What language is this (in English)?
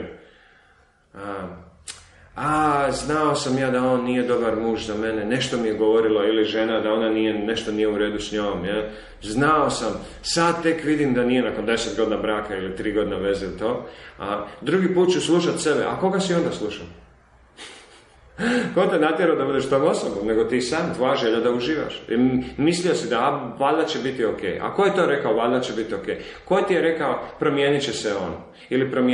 Croatian